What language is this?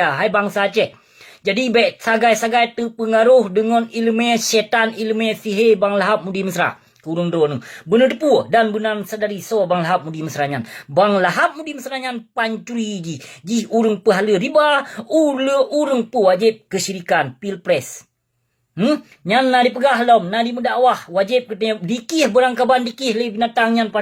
Achinese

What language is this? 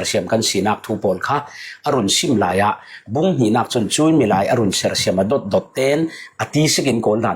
Falam Chin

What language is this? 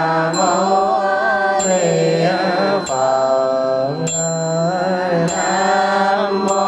Vietnamese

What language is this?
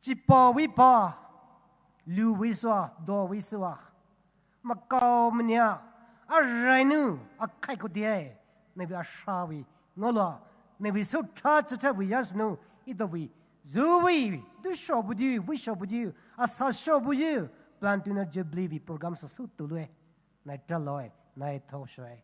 Poumei Naga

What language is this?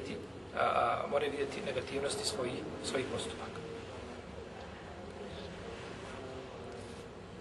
Bosnian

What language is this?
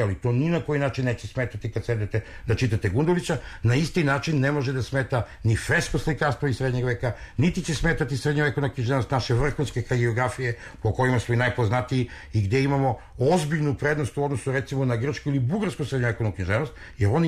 Serbian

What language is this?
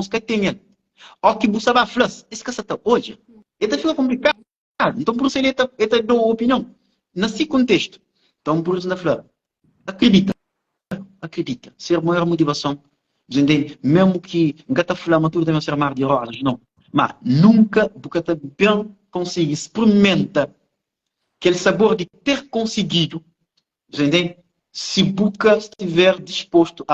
Kabuverdianu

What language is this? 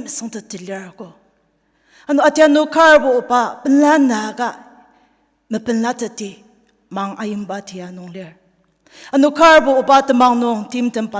Ao Naga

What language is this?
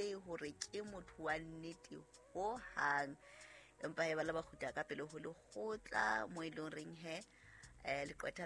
Southern Sotho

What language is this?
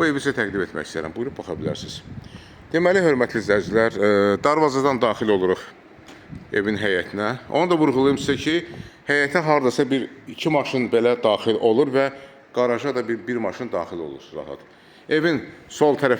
Azerbaijani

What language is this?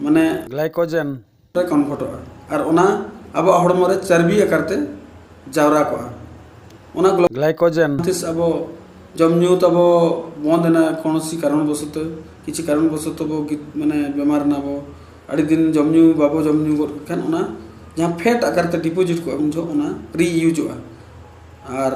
Santali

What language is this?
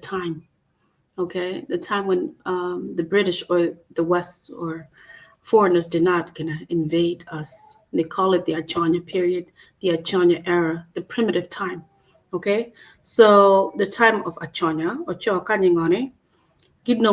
Acoli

